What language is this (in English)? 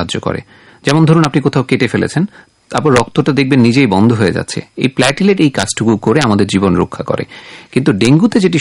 Bangla